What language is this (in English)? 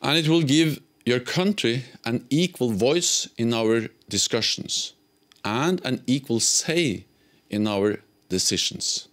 English